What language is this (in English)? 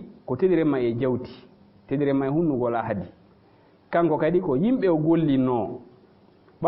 Fula